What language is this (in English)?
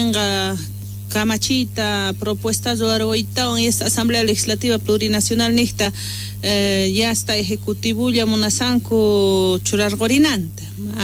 Quechua